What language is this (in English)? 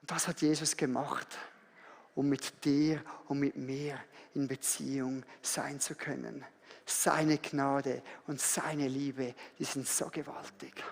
Swiss German